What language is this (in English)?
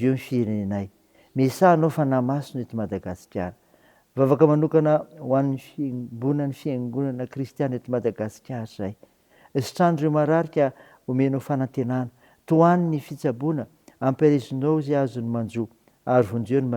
Malagasy